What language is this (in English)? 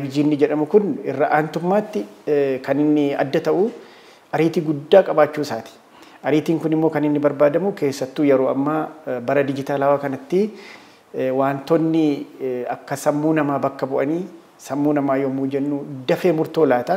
Oromo